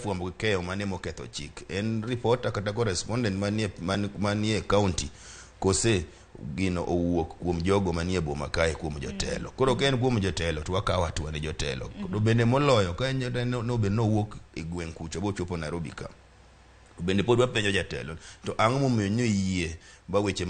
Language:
Luo (Kenya and Tanzania)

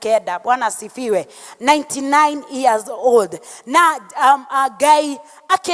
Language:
Kikuyu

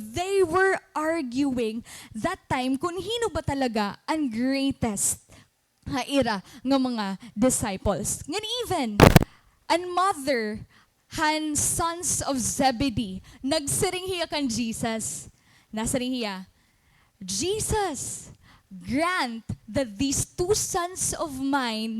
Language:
Waray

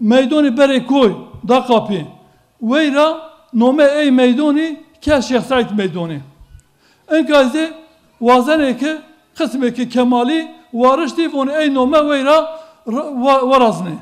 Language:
Zaza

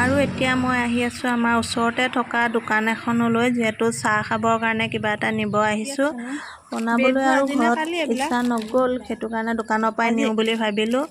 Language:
Assamese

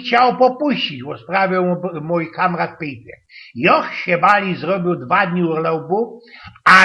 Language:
Silesian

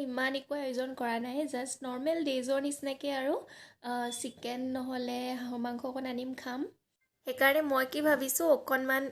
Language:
Assamese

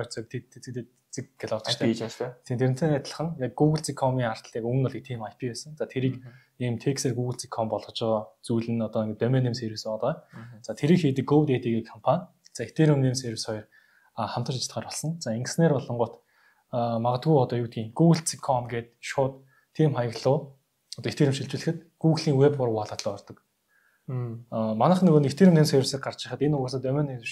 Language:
Mongolian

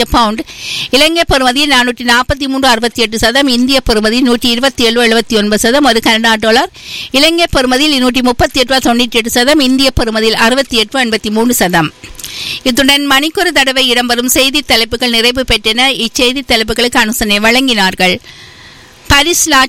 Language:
Tamil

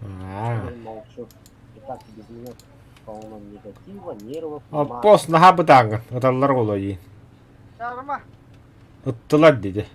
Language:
Yakut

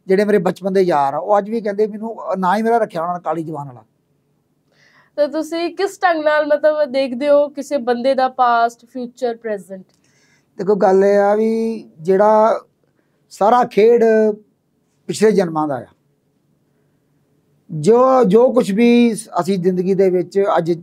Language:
Punjabi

